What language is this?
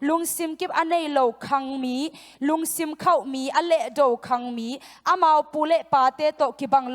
Tedim Chin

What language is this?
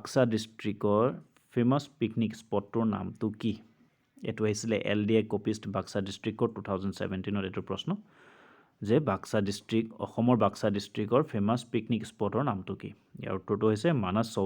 Assamese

